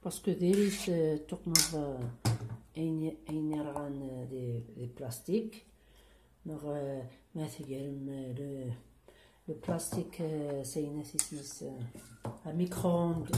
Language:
Kabyle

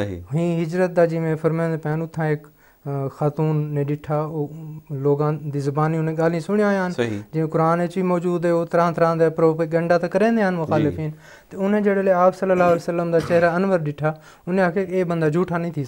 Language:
Saraiki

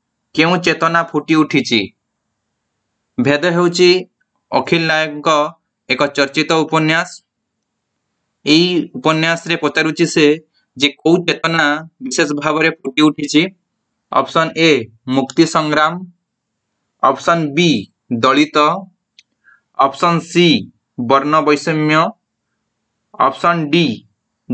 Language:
Odia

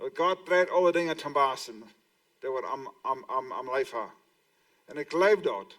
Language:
Plautdietsch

